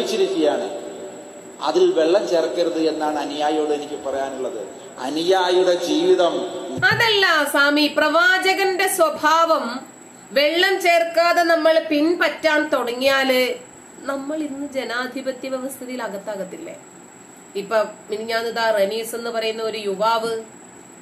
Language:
Malayalam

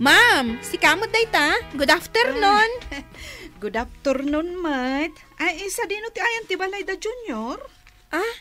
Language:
Iloko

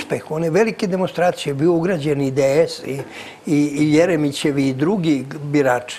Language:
Serbian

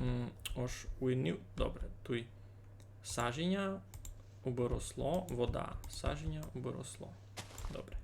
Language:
Rusyn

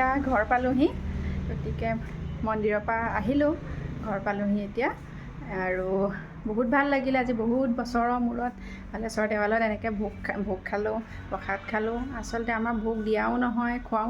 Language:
Assamese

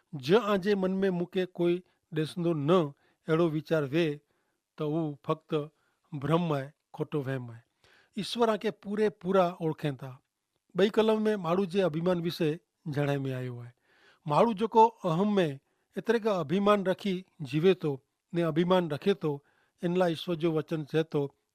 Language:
Kachhi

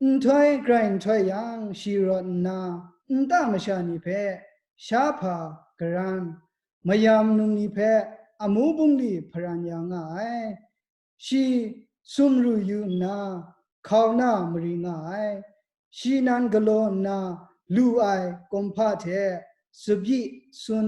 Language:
Kachin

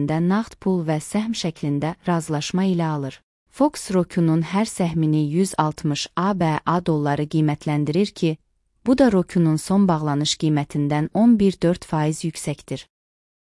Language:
Azerbaijani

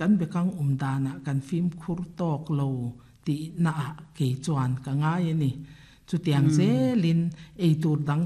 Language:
Mizo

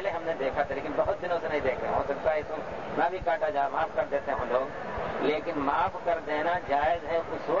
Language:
Urdu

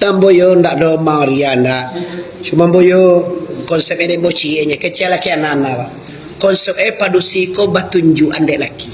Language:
Minangkabau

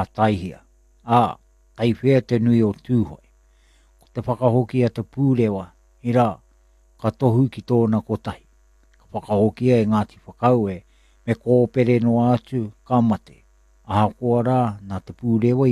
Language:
Māori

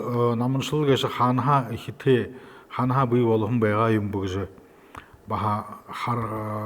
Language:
Buriat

